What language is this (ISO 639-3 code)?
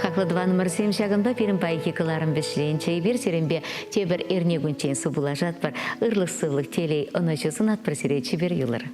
chv